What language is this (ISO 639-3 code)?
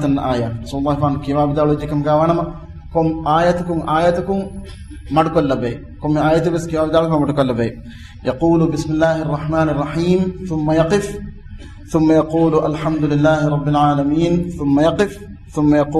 div